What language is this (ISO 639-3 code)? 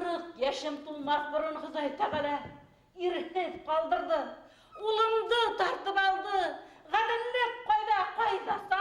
bak